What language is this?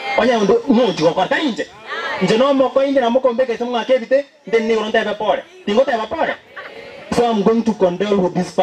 Gusii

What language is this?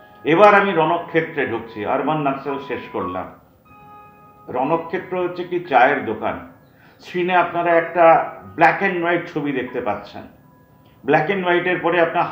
Bangla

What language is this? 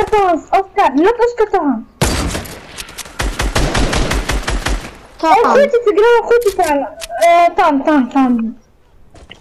Swedish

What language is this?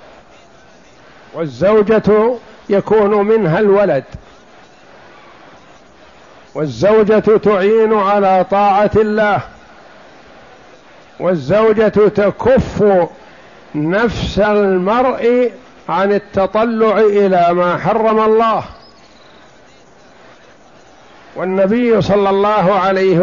Arabic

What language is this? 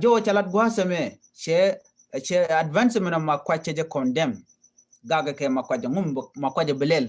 Nuer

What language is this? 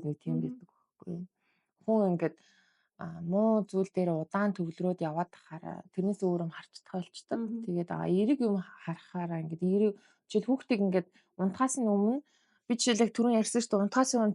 Mongolian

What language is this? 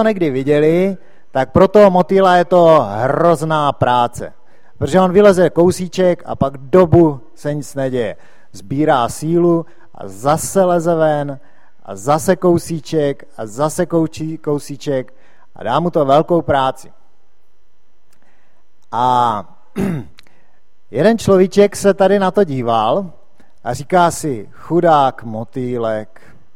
Czech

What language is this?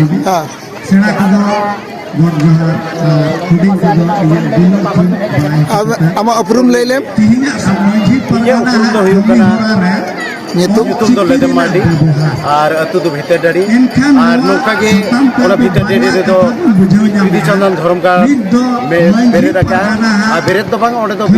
Santali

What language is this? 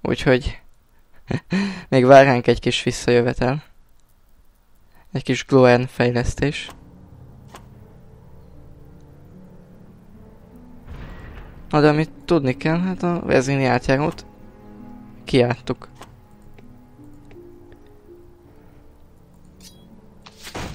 Hungarian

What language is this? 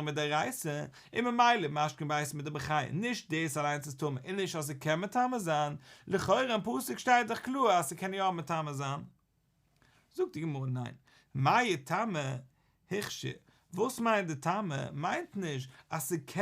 Yiddish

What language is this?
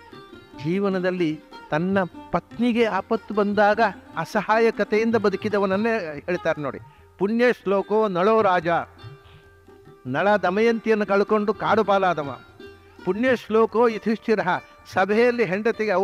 Kannada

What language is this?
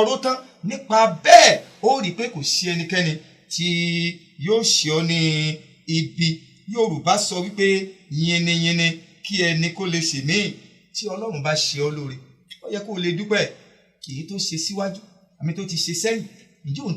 Yoruba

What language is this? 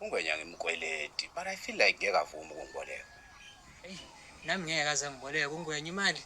Zulu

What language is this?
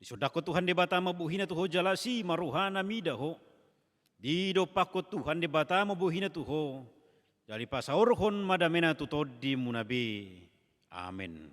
Batak Toba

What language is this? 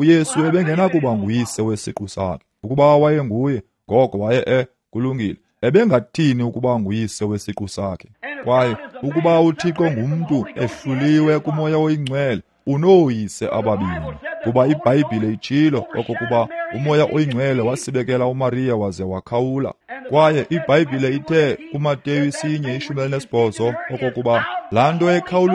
Xhosa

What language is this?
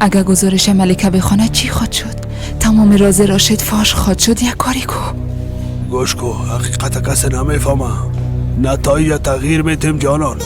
Persian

